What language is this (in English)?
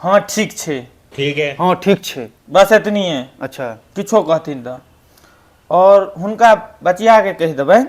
Maithili